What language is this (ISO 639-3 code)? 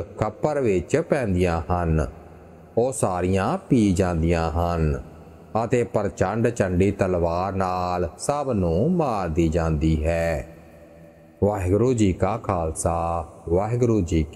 pan